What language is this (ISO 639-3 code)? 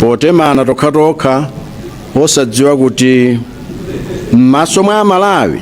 nya